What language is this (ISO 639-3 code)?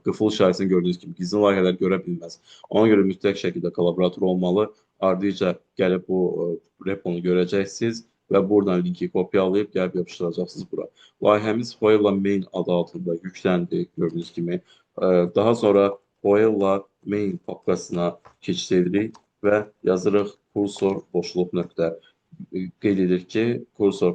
aze